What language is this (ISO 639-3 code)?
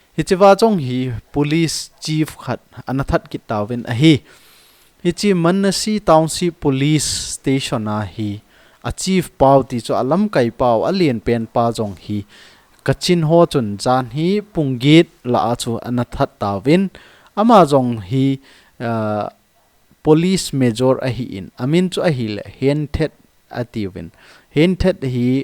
tcz